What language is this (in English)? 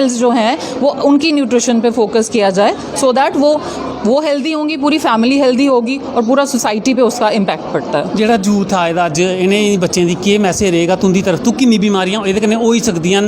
Dogri